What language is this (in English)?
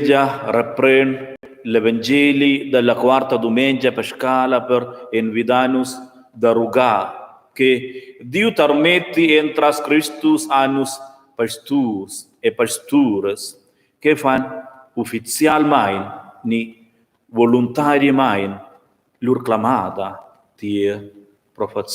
Romansh